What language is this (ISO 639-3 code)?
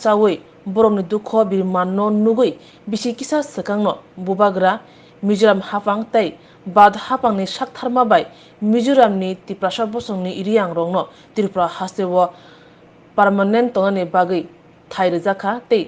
trp